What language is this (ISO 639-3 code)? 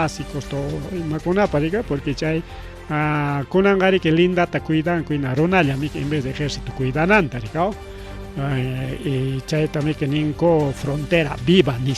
quy